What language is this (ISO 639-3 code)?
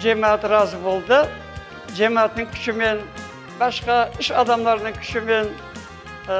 crh